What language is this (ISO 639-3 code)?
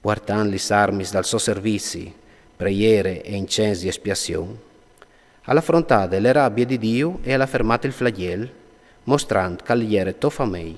fur